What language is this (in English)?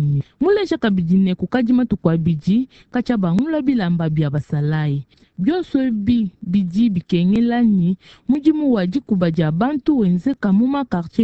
Luba-Lulua